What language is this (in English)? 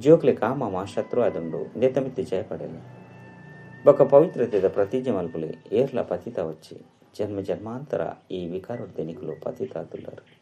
Tulu